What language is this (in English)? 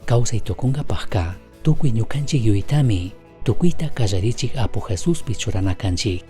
Chimborazo Highland Quichua